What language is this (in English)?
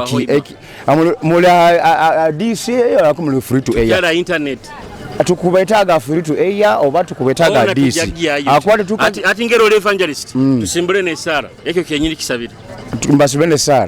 Nyoro